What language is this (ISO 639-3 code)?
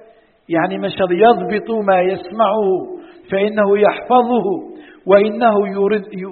ara